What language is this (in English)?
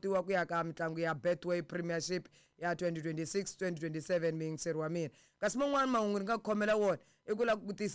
Tsonga